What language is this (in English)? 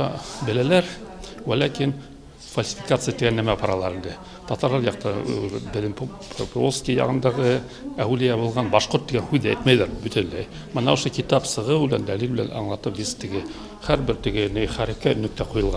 Bashkir